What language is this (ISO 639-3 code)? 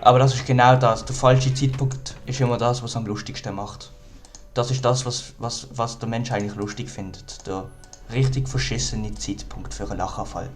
gsw